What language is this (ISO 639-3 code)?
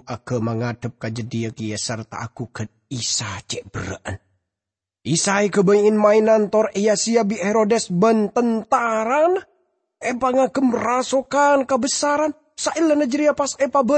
mad